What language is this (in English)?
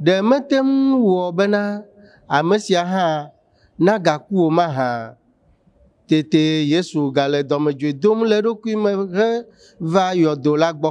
Ewe